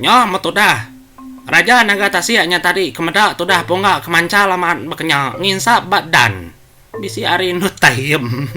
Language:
Iban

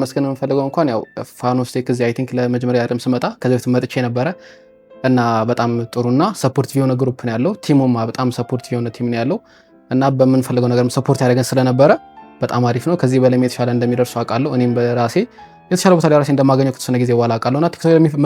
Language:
Amharic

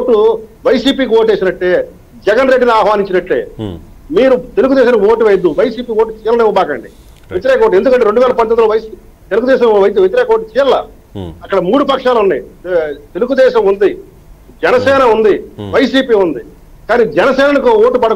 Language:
Telugu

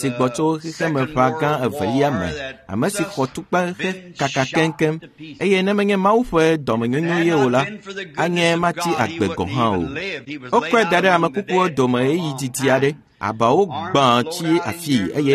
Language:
Ewe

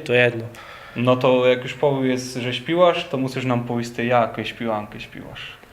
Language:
Rusyn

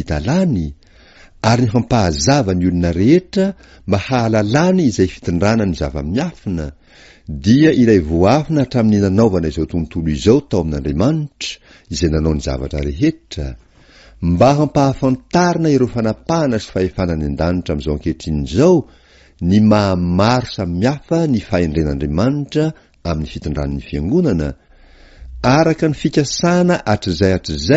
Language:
Malagasy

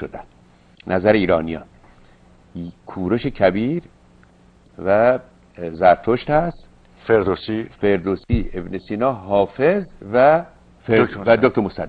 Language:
Persian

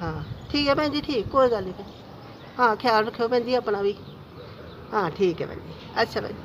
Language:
Dogri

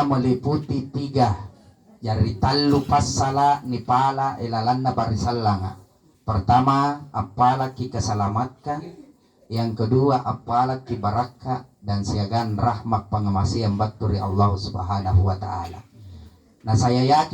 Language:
Makasar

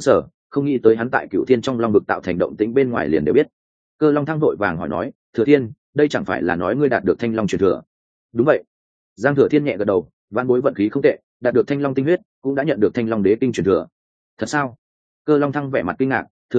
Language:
Vietnamese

